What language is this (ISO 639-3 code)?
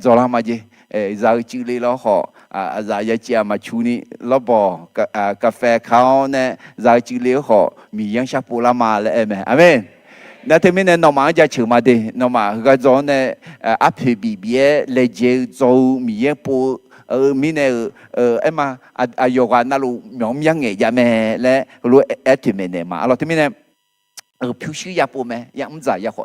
ahk